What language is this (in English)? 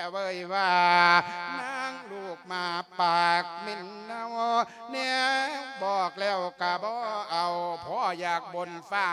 Lao